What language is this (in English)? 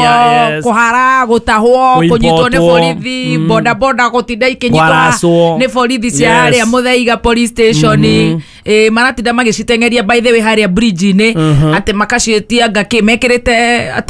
Kikuyu